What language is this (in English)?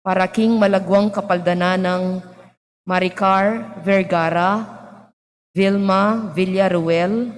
Pampanga